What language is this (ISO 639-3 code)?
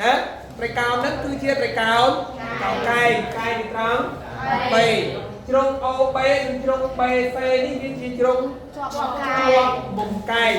khm